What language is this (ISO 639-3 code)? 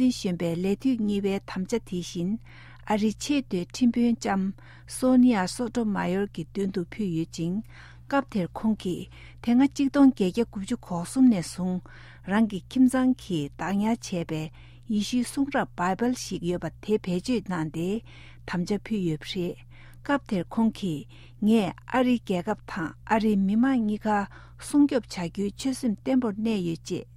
bod